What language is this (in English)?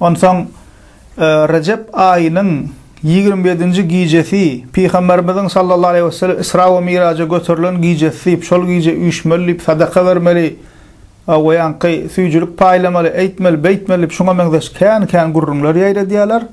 Turkmen